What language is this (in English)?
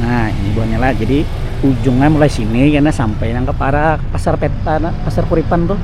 Banjar